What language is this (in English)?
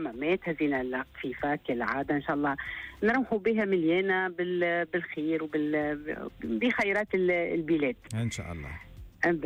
Tunisian Arabic